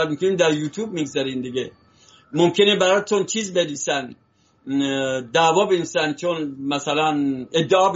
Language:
Persian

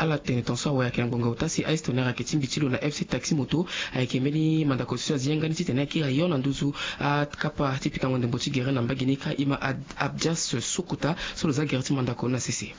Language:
Sango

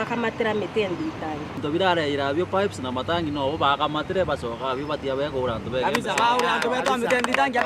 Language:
Meru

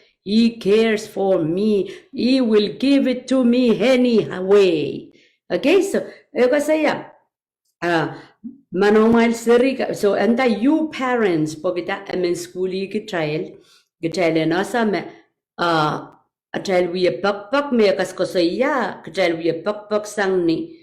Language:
Pohnpeian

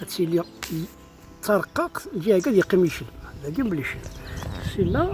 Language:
Kabyle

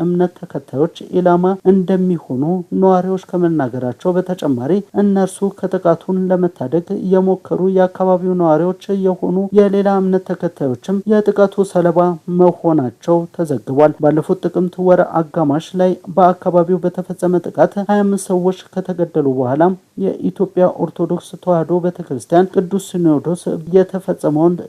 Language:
Amharic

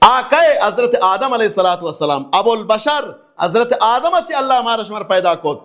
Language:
Baluchi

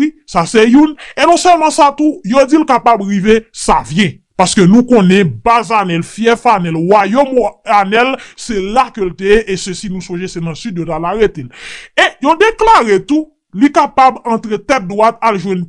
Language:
Haitian Creole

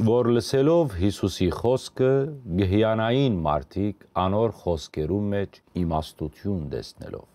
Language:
Western Armenian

